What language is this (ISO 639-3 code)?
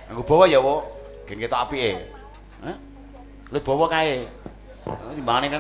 jav